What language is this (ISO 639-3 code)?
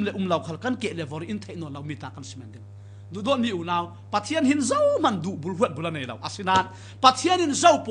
cfm